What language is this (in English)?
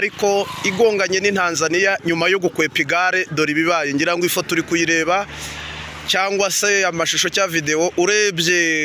Kinyarwanda